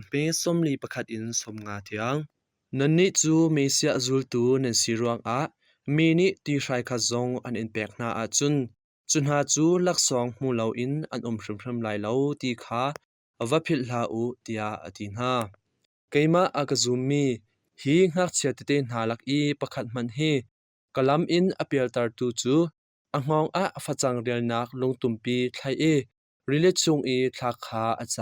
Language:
Hakha Chin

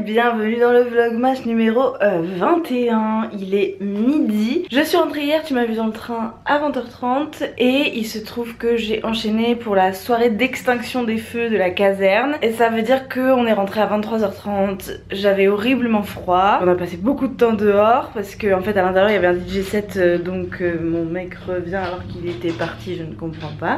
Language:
French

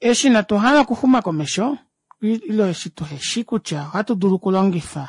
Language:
Kuanyama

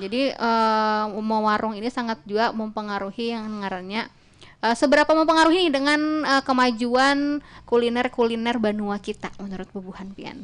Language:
Banjar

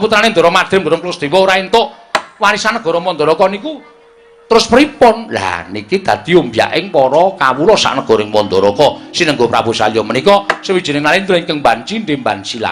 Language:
Javanese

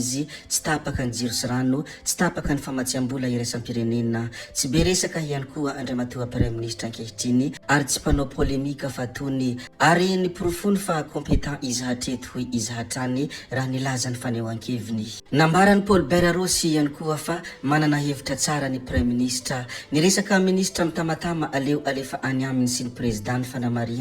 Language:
Malagasy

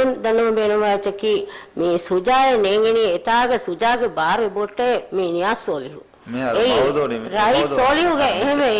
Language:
Divehi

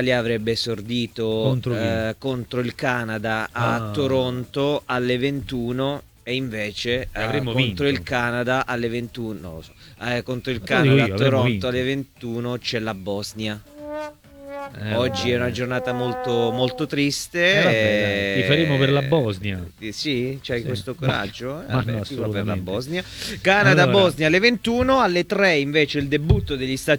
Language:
Italian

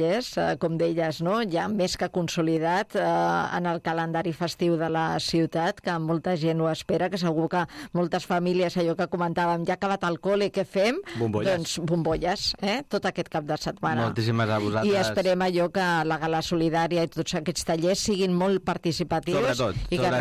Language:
Catalan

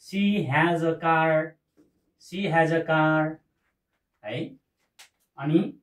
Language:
Nepali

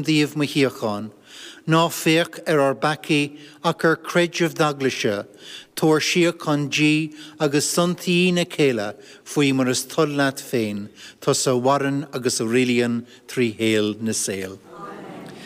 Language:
Irish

